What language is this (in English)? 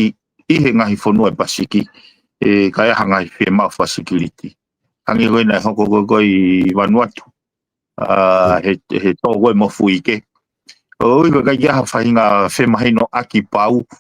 Tongan